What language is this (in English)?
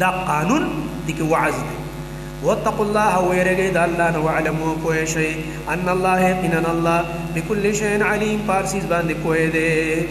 Pashto